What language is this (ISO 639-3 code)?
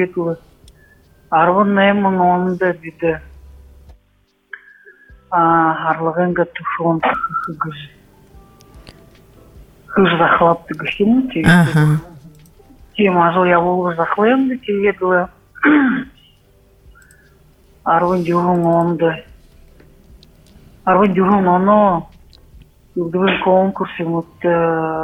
bua